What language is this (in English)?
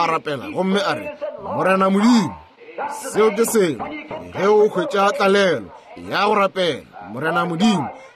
Northern Sotho